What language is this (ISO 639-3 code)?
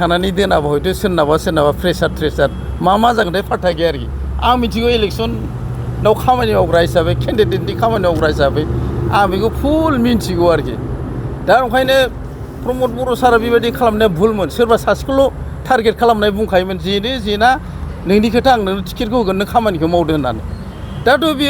brx